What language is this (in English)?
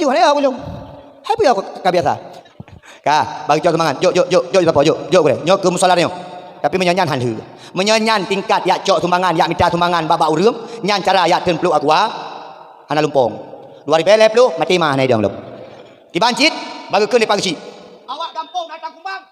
Achinese